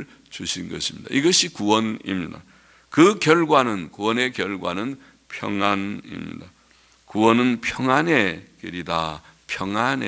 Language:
Korean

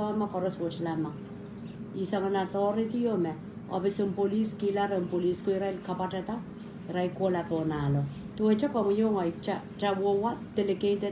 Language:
Pohnpeian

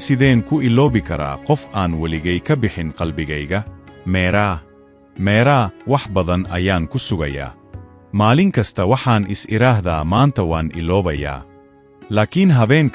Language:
Somali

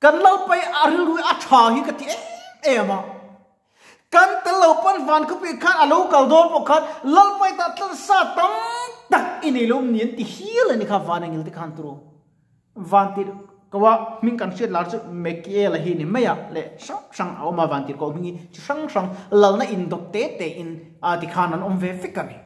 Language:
Mizo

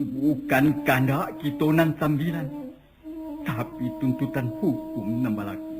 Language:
Minangkabau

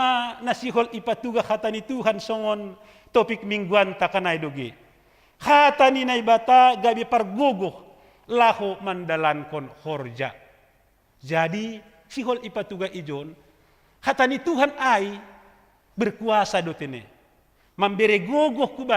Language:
Batak Simalungun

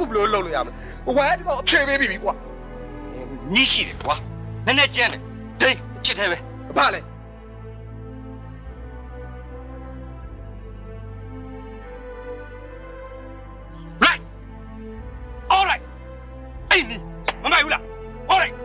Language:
Burmese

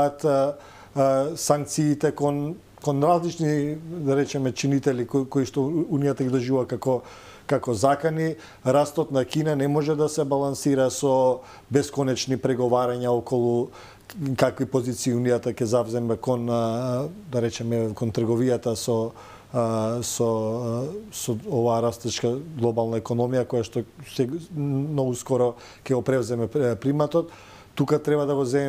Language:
Macedonian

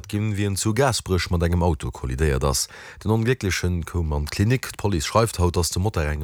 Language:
Luxembourgish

